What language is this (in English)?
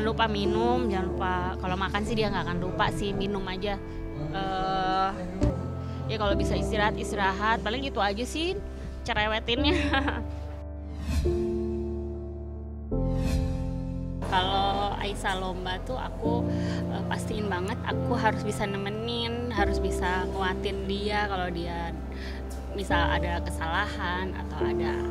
Indonesian